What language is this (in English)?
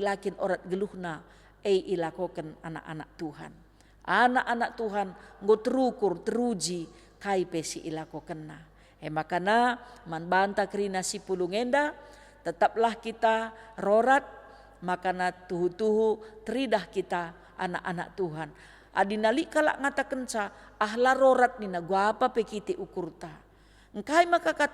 Batak Karo